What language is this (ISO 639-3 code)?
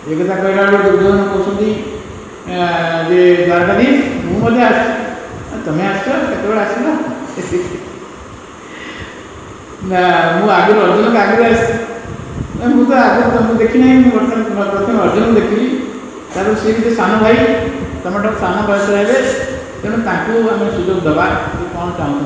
ori